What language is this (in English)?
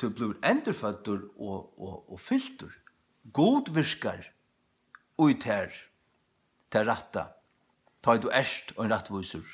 Faroese